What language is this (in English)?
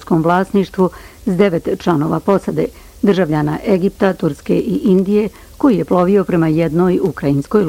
Bosnian